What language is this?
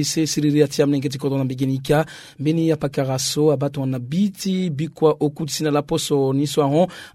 Sango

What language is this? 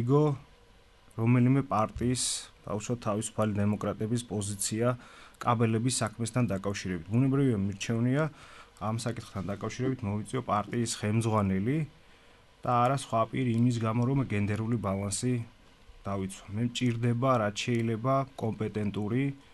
Georgian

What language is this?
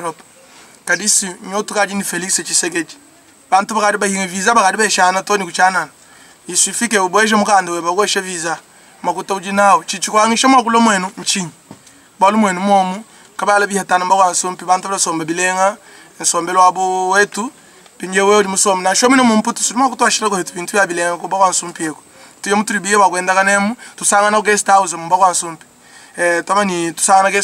Luba-Lulua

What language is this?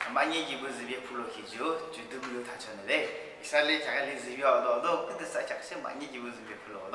Yimchungru Naga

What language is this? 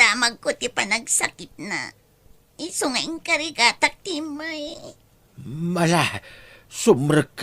Iloko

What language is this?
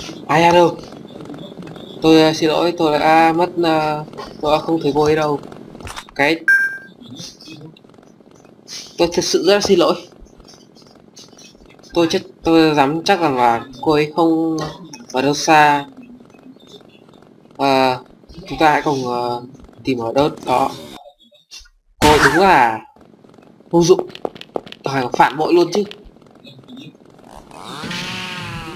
Vietnamese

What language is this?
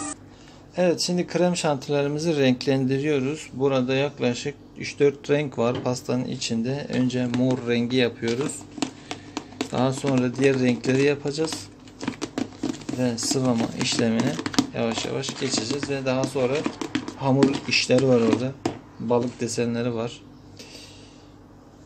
Turkish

